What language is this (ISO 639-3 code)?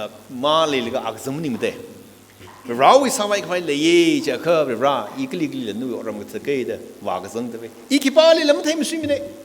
nmf